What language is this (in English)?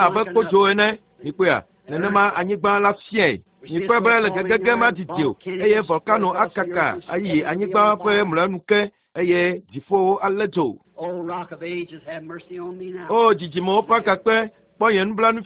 Ewe